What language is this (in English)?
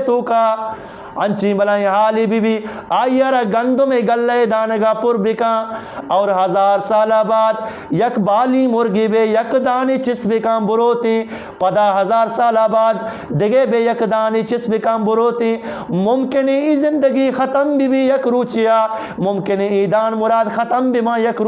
Eastern Balochi